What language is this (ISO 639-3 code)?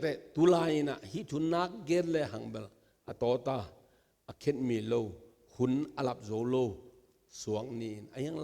ctd